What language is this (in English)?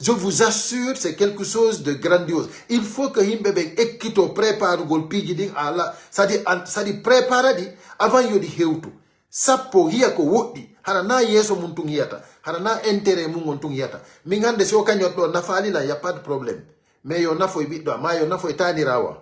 Fula